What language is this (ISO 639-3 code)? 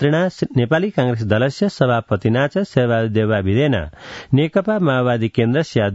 san